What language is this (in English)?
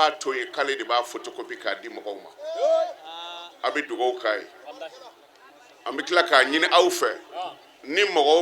Bambara